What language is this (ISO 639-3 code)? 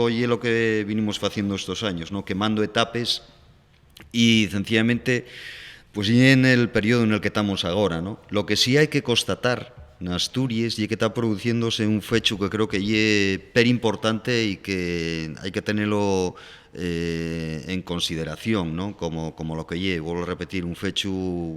ast